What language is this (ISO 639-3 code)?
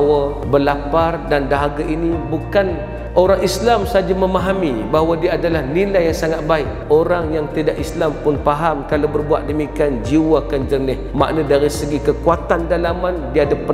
msa